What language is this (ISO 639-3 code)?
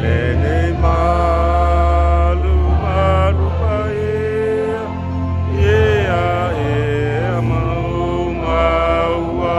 smo